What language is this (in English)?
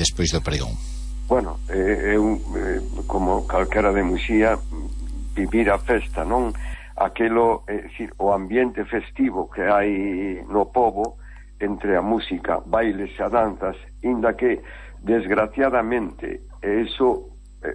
Galician